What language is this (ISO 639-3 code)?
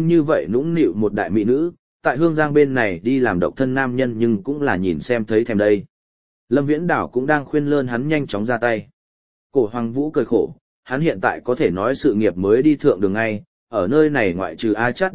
vie